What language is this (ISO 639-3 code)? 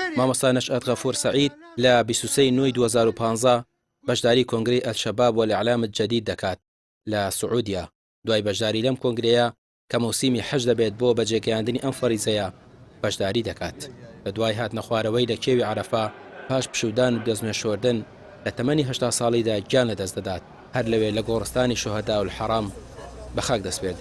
ckb